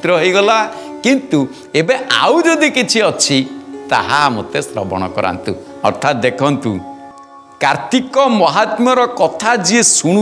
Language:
Odia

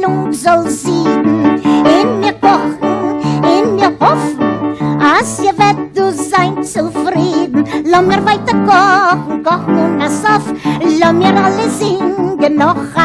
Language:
Yiddish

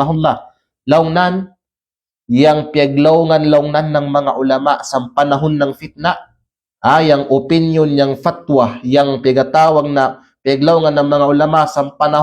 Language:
Kalagan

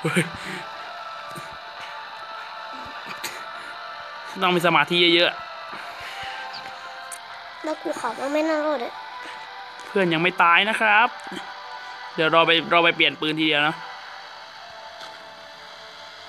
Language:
Thai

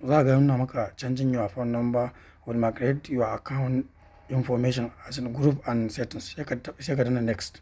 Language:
Hausa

